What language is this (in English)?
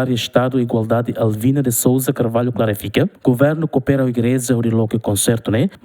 Tetum